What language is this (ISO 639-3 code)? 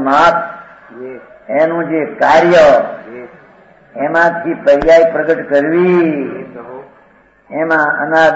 guj